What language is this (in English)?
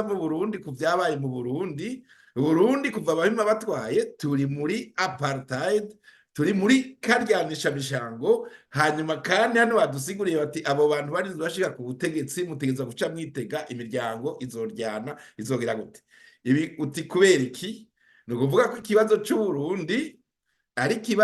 Rundi